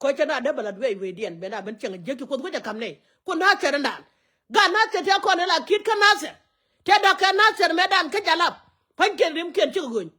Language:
Nuer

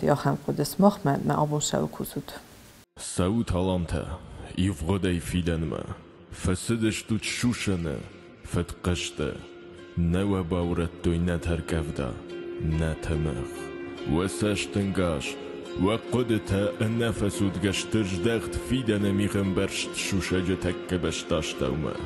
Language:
Ossetic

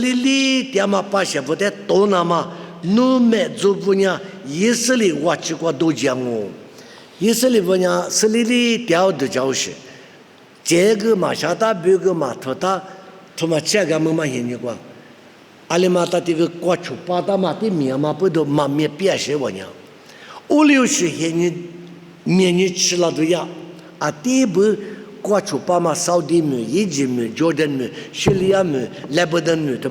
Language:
Lisu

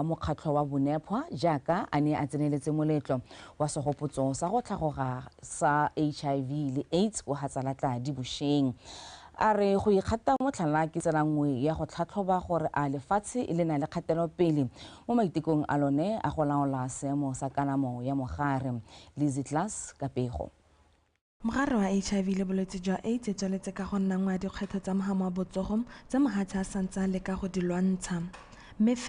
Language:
Tswana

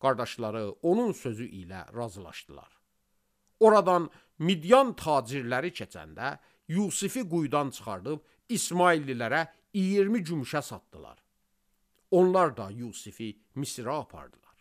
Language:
Azerbaijani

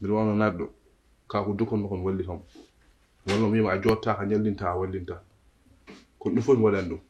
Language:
Fula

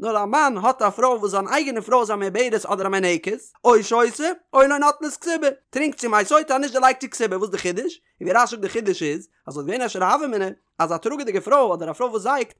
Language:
Yiddish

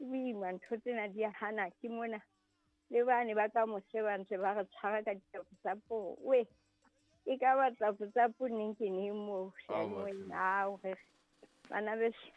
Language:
Southern Sotho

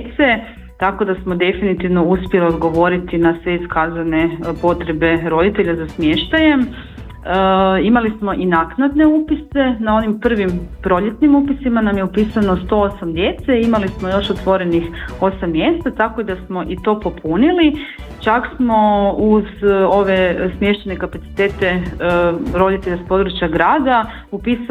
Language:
Croatian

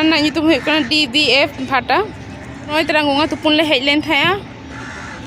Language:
Santali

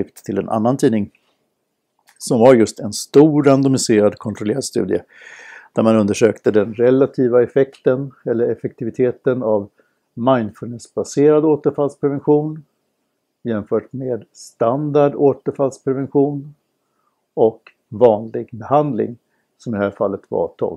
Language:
Swedish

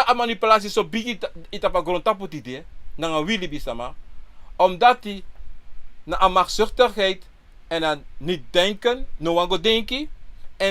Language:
Sranan Tongo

